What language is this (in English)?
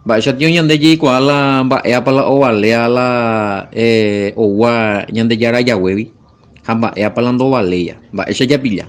Guarani